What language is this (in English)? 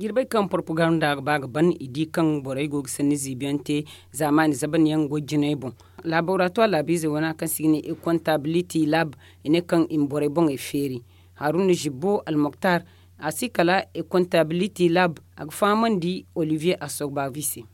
Zarma